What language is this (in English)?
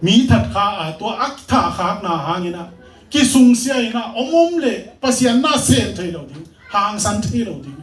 Tedim Chin